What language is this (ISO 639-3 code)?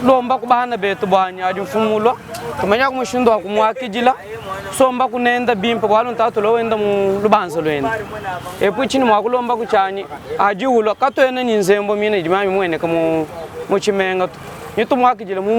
lua